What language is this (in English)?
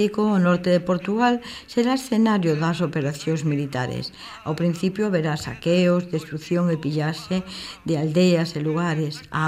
Galician